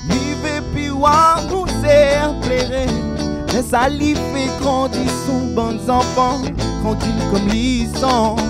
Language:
Réunion Creole French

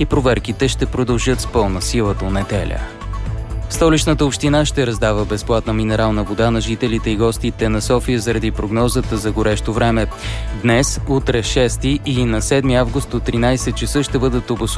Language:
Bulgarian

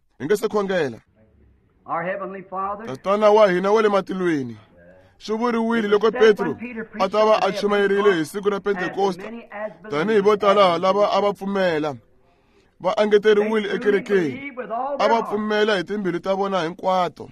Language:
Tsonga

